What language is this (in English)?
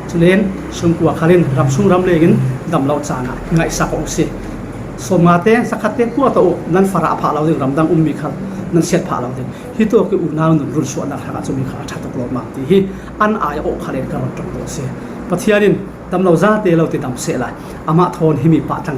Falam Chin